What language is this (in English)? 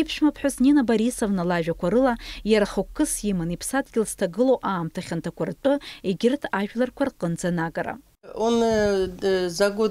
Abkhazian